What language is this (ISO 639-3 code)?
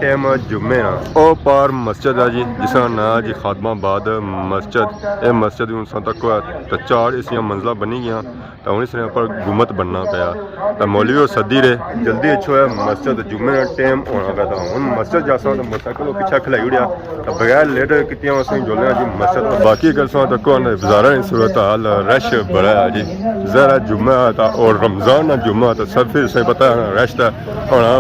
phr